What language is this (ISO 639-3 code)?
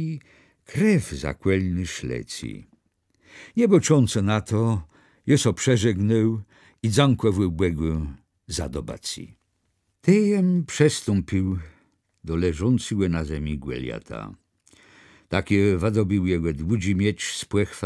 csb